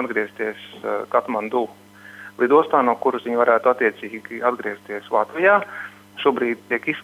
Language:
Latvian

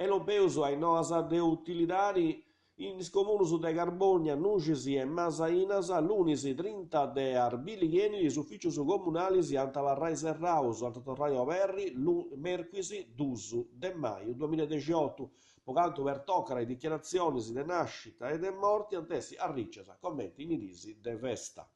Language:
Sardinian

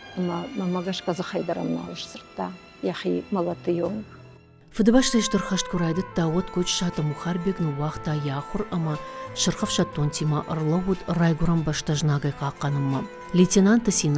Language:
Ossetic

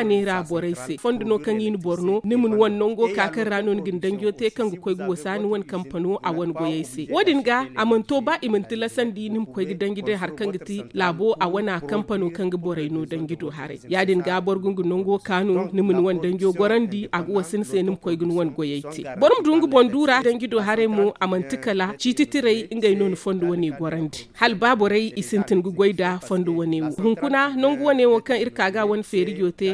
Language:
Zarma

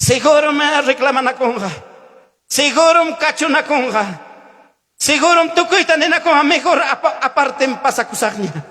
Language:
Ayacucho Quechua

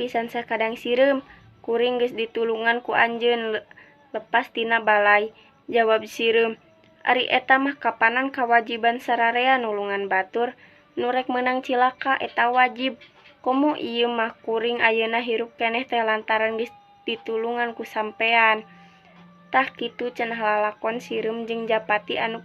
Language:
Sundanese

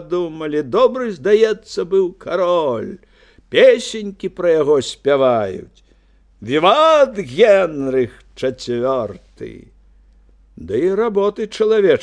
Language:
Belarusian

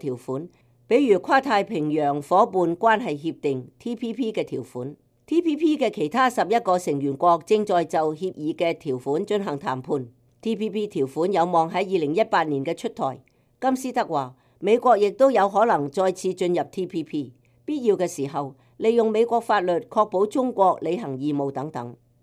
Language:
Cantonese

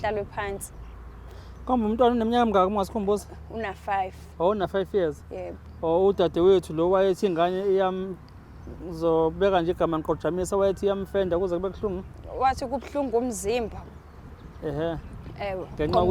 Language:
Zulu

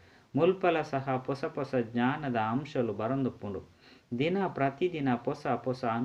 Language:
Tulu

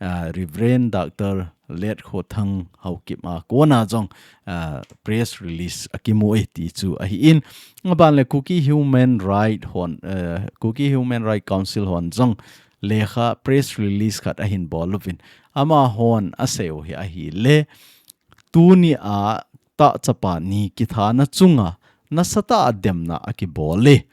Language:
Thado Chin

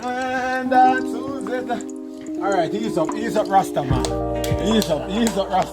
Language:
Jamaican Creole English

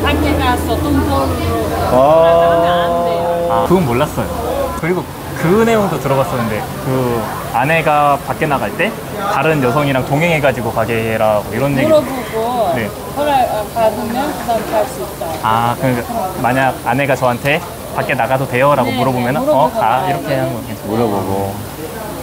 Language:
Korean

